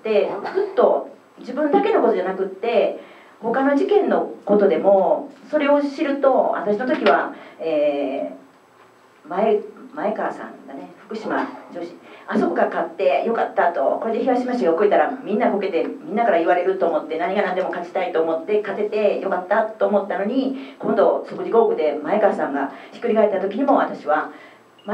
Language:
Japanese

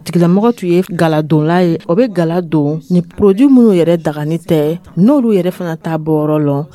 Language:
Dyula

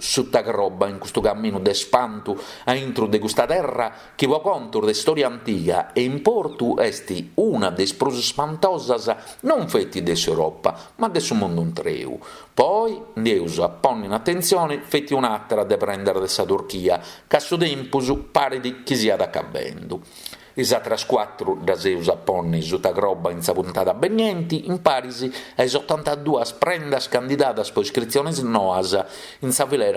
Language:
Sardinian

